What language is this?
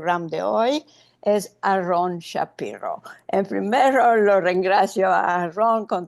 Ladino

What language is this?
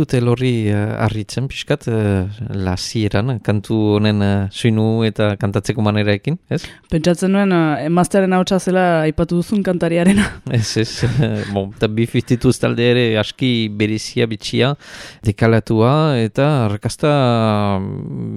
Basque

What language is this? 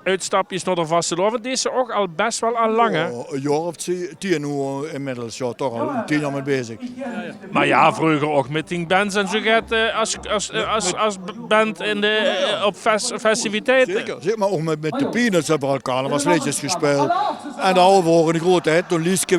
Limburgish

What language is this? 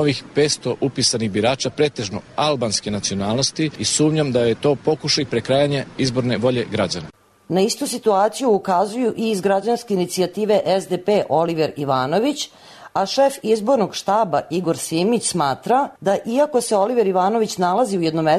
Serbian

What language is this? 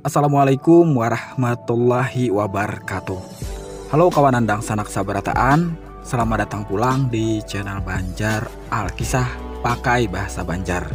Banjar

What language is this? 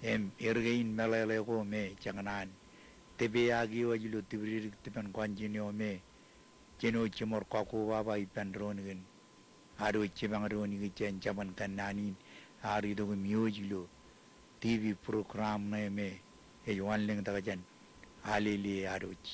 Marshallese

